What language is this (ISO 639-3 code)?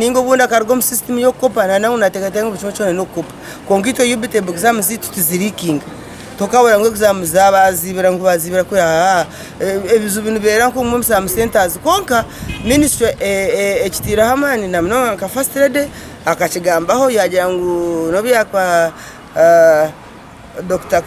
nyn